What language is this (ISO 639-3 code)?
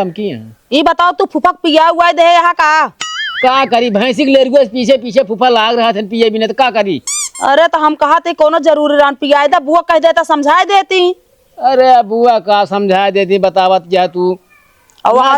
awa